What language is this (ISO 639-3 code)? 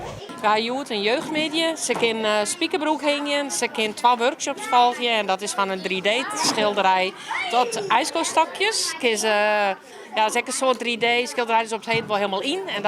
fry